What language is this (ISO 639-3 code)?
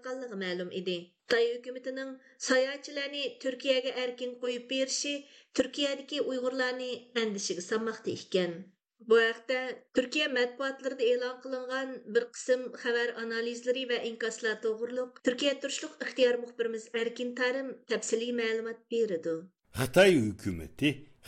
uig